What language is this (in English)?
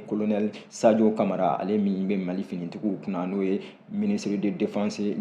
Bambara